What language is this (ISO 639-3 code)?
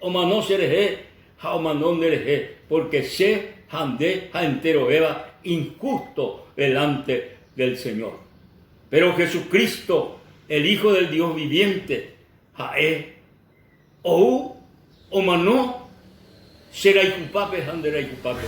grn